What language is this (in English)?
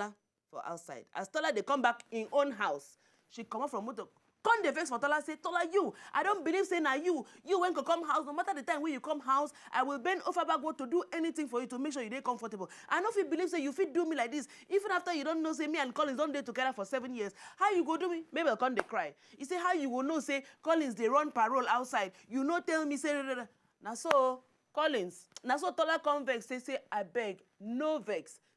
Nigerian Pidgin